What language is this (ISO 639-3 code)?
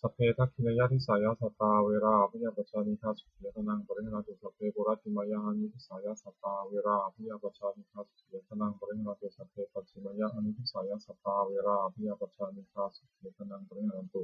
pli